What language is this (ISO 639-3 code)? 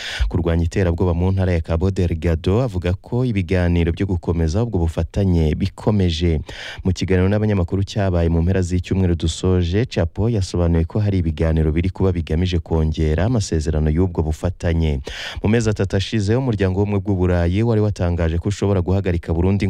kin